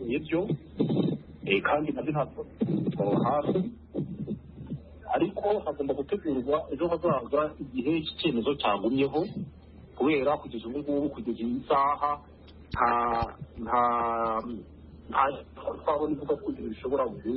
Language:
Kinyarwanda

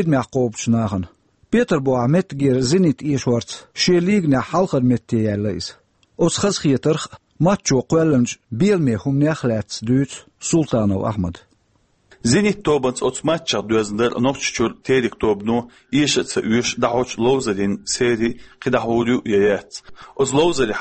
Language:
Chechen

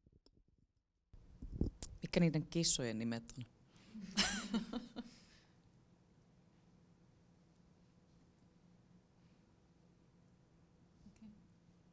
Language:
Finnish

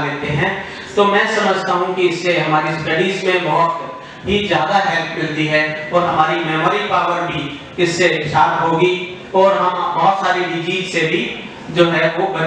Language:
Hindi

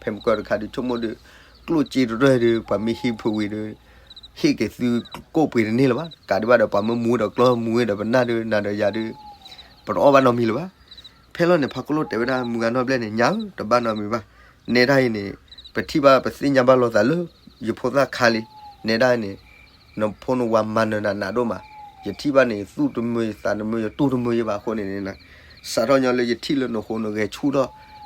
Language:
S'gaw Karen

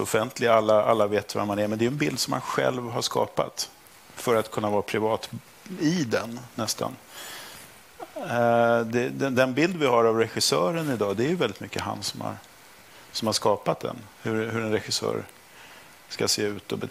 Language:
Swedish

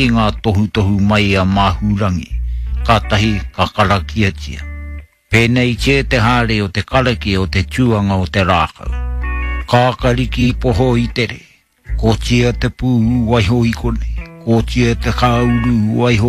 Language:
Māori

